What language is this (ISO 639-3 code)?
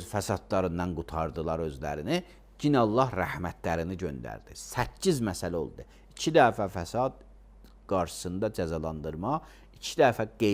aze